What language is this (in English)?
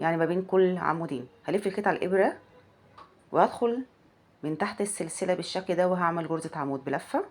Egyptian Arabic